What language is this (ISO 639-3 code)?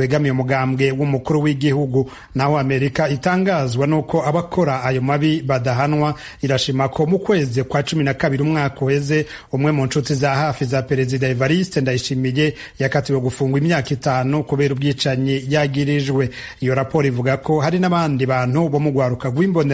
run